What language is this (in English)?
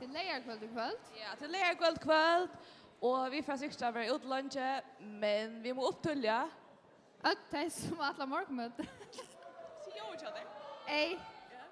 Faroese